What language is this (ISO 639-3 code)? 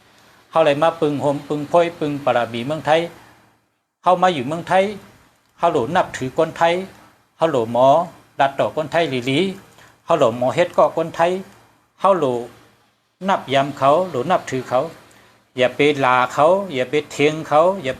shn